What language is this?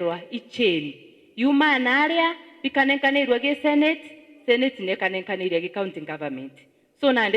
Meru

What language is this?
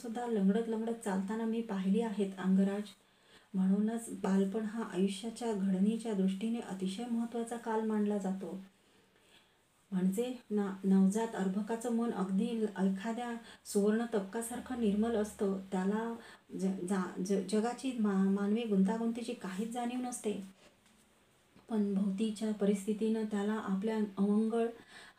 Marathi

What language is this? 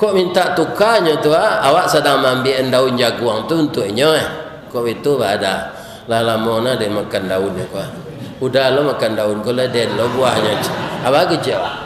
Minangkabau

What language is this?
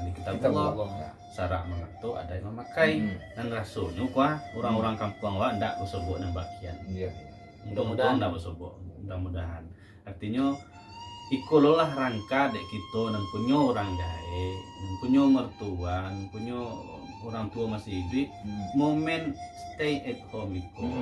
Minangkabau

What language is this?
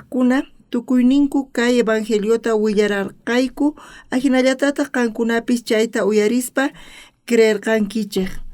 South Bolivian Quechua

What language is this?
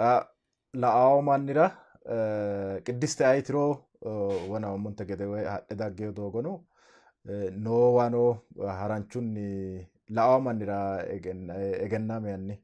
Sidamo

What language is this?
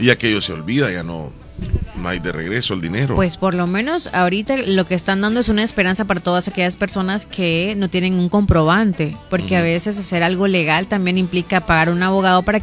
Spanish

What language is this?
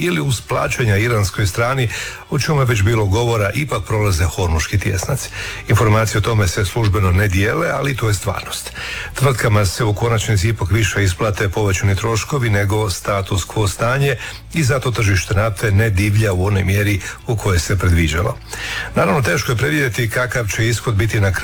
Croatian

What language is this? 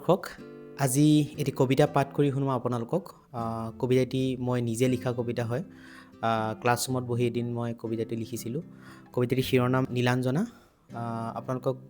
Assamese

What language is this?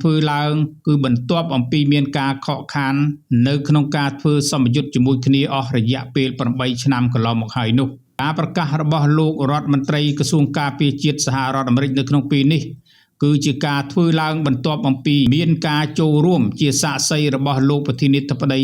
Khmer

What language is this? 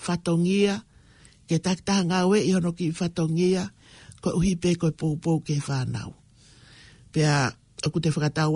Tongan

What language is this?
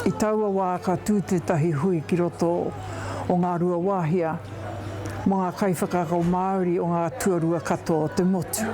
Māori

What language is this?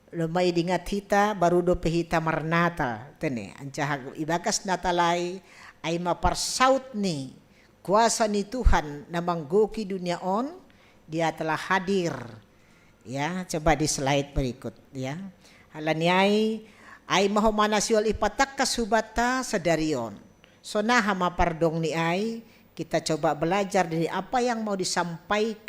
Batak Simalungun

